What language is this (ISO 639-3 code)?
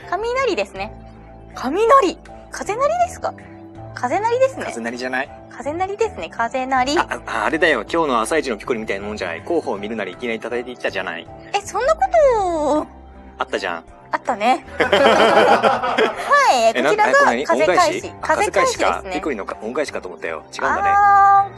jpn